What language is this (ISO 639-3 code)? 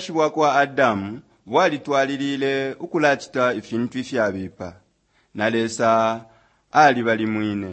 bem